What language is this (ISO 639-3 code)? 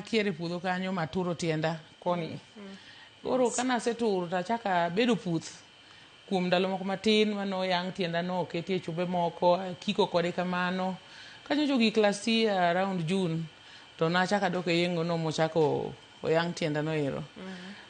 luo